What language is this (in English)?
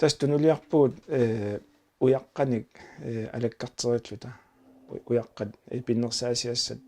Kalaallisut